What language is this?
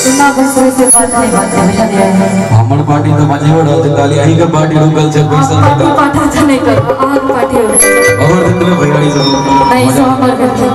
Maithili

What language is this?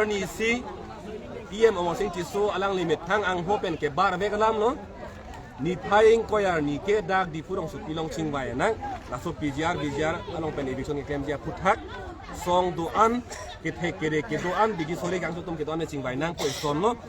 Karbi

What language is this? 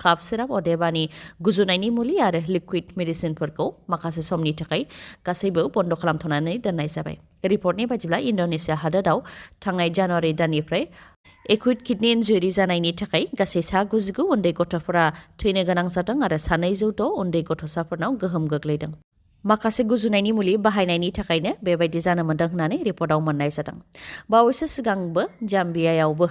Bodo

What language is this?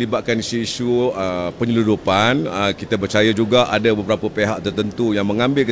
Malay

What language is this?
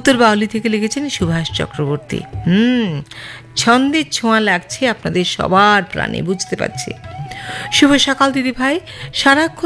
Bangla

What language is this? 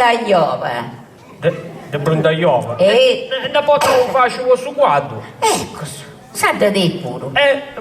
Sardinian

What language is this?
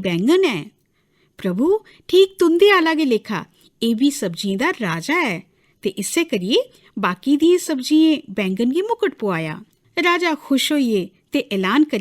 Dogri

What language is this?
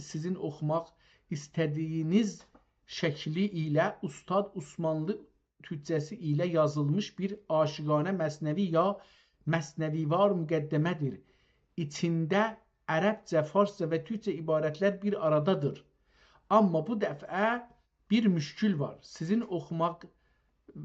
South Azerbaijani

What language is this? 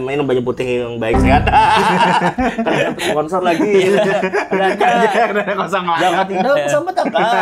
Banjar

